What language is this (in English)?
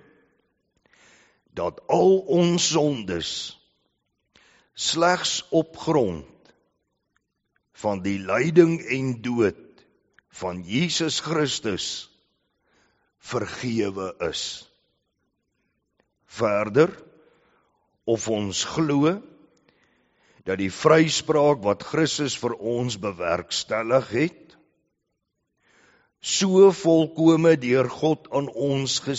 Afrikaans